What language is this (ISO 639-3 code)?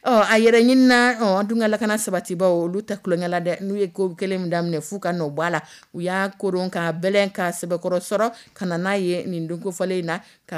dyu